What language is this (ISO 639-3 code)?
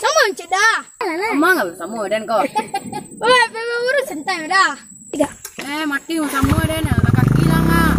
min